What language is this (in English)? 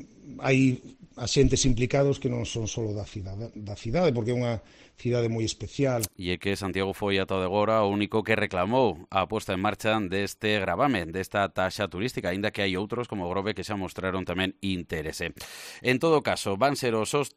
Galician